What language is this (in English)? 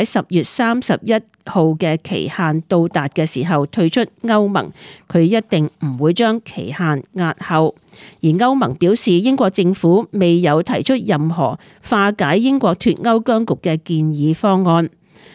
Cantonese